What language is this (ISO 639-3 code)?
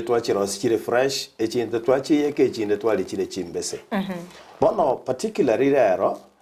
guz